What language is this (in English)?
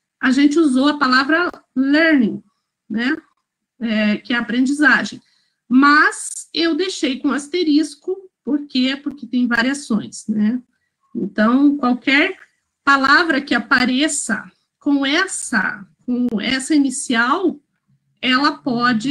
Portuguese